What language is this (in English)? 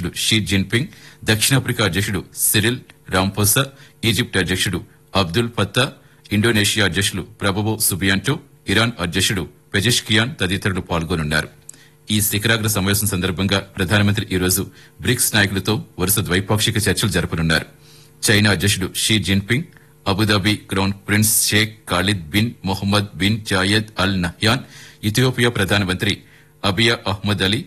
Telugu